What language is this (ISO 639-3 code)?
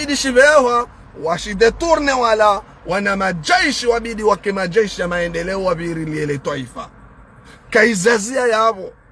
zdj